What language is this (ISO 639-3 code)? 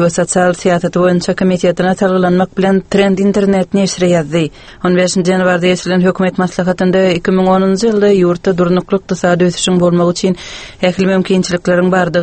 tuk